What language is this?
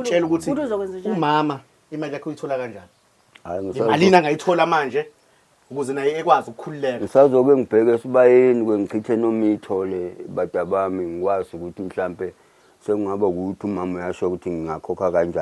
Zulu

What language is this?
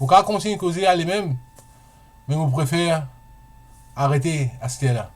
Morisyen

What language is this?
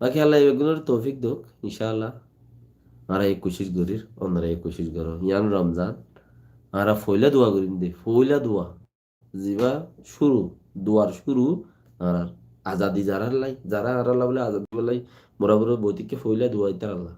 Rohingya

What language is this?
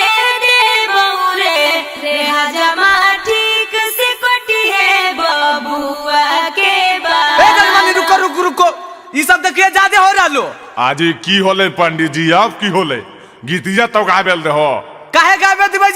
Magahi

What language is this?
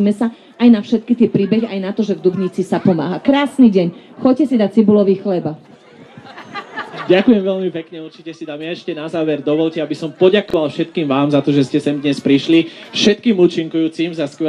Slovak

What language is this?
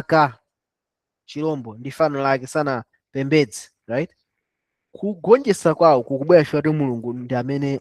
Nyanja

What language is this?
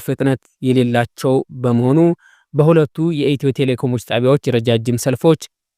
Amharic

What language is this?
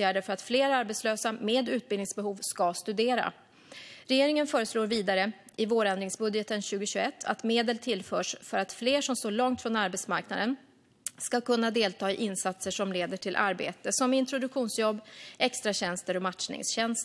Swedish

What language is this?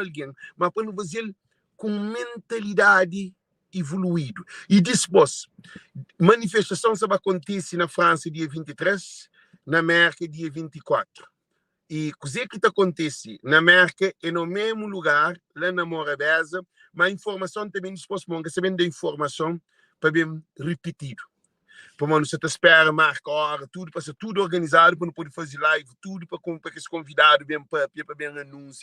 Kabuverdianu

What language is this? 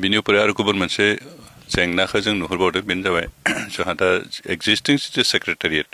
Bodo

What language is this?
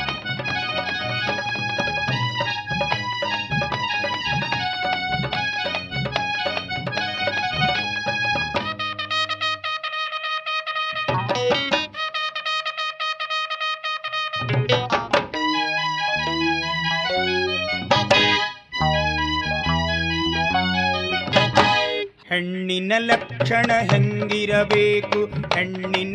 Kannada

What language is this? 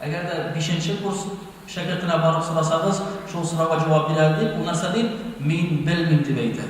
Tatar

